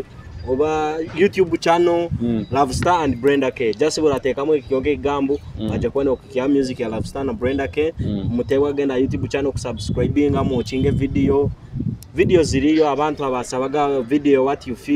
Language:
Nyoro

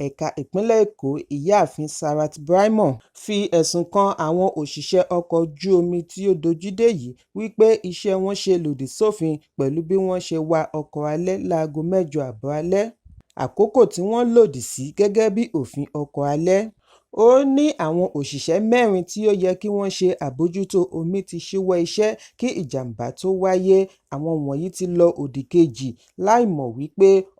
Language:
Yoruba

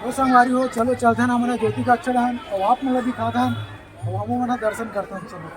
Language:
Chhattisgarhi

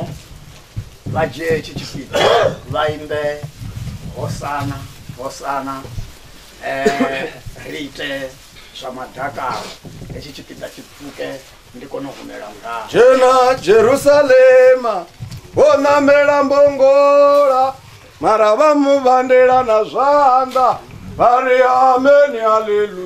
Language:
Venda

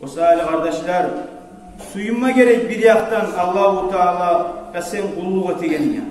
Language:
Kumyk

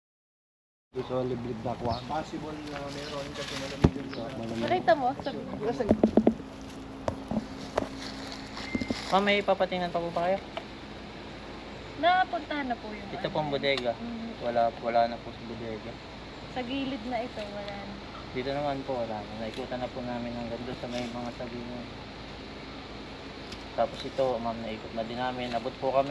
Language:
Filipino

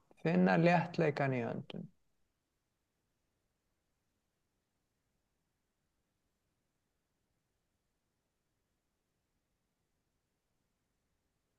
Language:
Icelandic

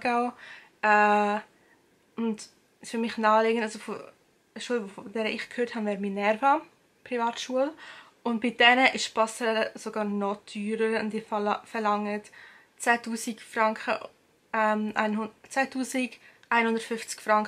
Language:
Swiss German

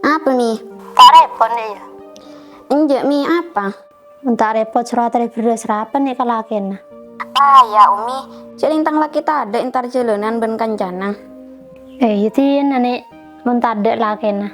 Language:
Madurese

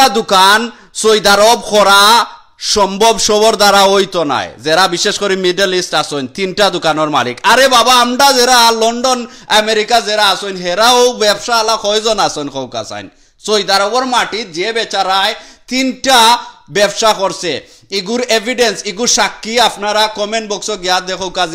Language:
Sylheti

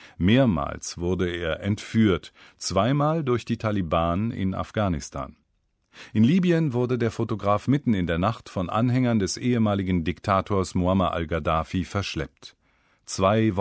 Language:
German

